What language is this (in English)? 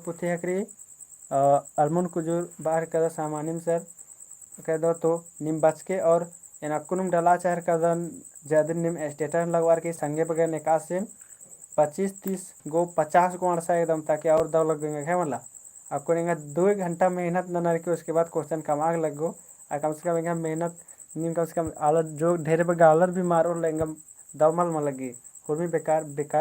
Kurukh